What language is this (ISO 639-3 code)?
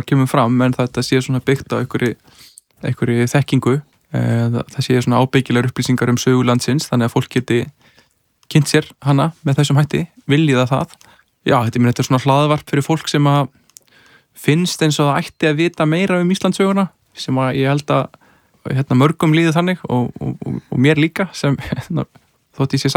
isl